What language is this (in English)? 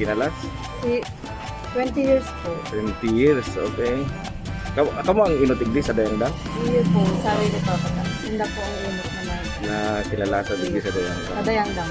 Bikol